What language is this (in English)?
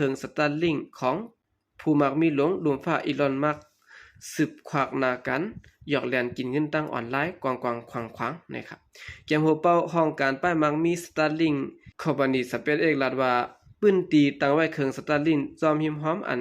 Shan